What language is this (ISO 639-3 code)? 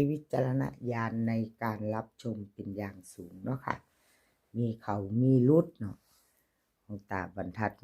tts